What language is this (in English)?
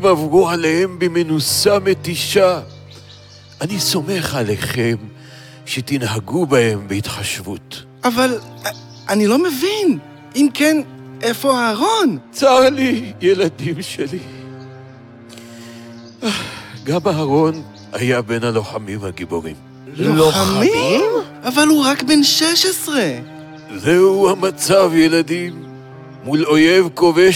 Hebrew